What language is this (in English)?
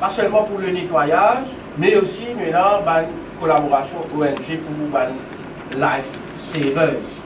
Morisyen